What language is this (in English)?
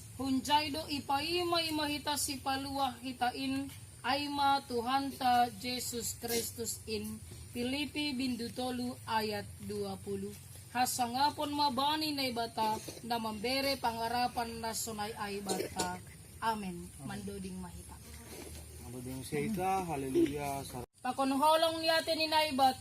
Batak Simalungun